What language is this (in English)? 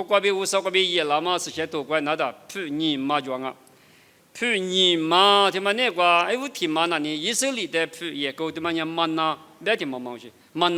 Lisu